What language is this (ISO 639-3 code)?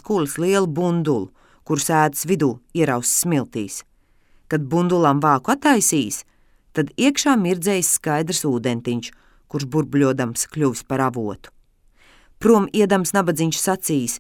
lav